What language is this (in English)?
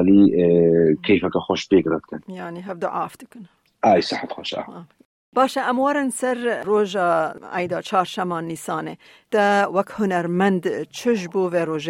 Kurdish